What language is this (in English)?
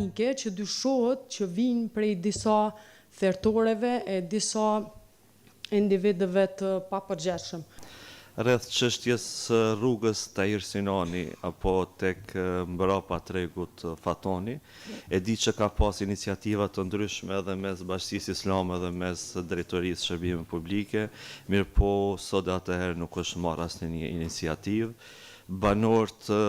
Albanian